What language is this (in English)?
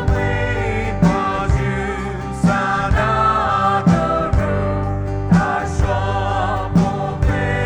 Poumei Naga